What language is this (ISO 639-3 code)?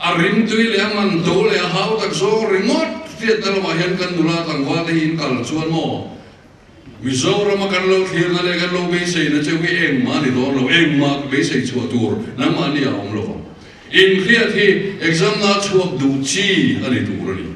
lus